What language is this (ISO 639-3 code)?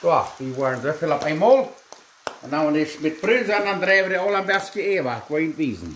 pdt